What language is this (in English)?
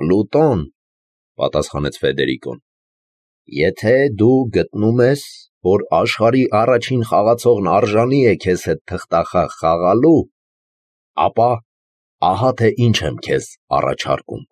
Armenian